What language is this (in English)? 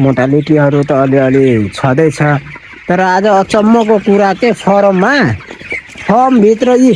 Nepali